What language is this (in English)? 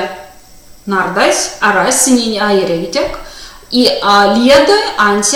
Erzya